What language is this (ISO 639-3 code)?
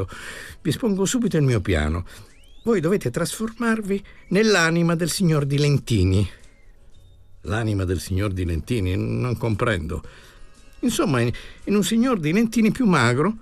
ita